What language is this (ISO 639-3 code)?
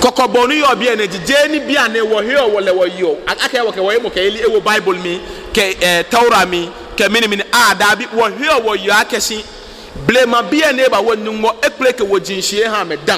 gaa